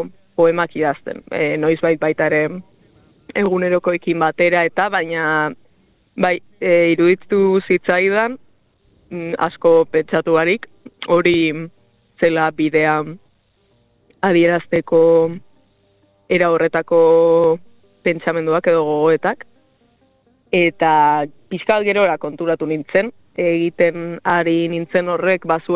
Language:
Basque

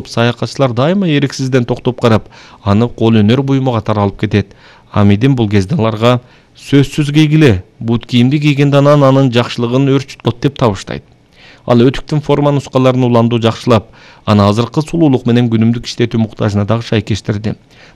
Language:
Kyrgyz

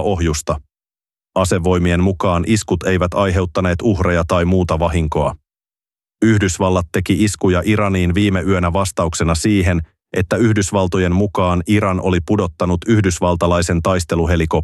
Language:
Finnish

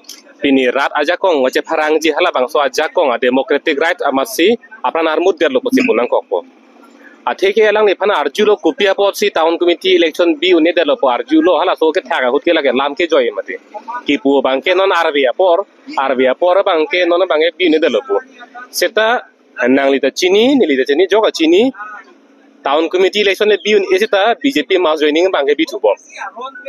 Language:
Karbi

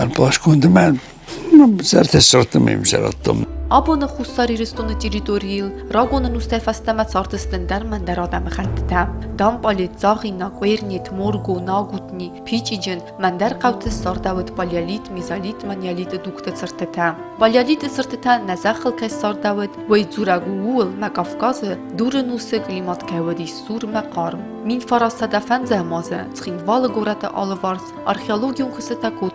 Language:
Ossetic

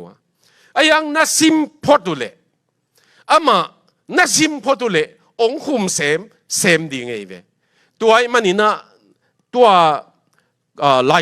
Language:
Tedim Chin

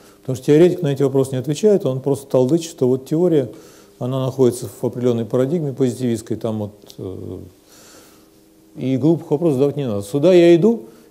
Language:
Russian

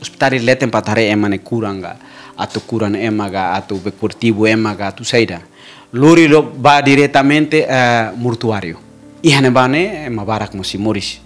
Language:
Tetum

